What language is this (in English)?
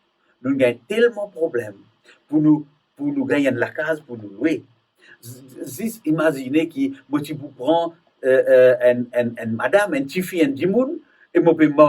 Morisyen